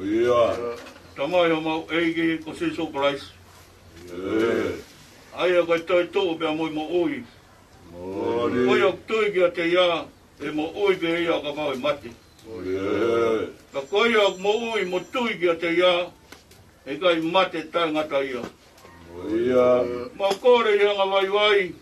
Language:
Tongan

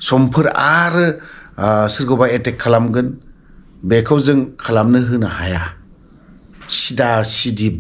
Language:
Bodo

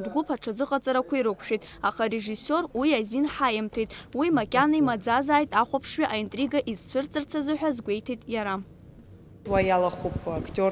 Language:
Abkhazian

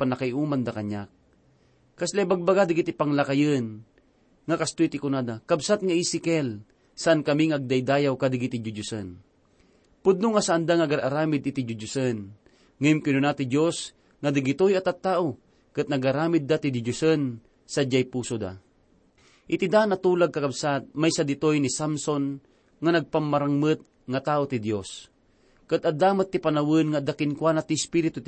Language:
Iloko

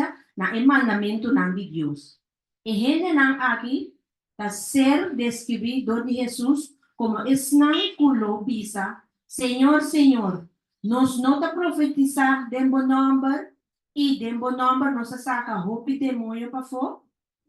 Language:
Papiamento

